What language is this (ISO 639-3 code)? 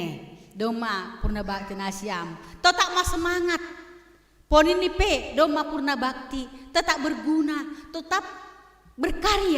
bts